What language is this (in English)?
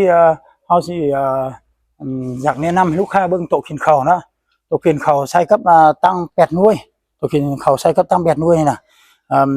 Lao